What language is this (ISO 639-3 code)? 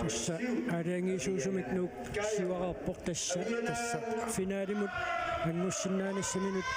kal